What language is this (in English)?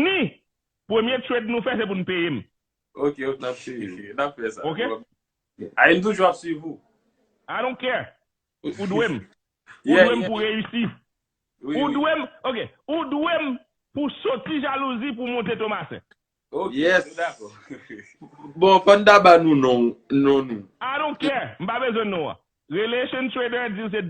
Haitian Creole